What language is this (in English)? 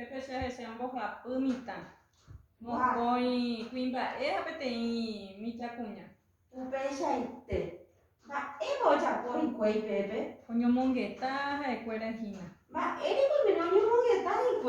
Guarani